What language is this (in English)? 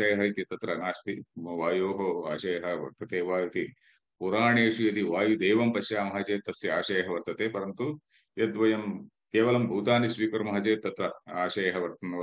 Sanskrit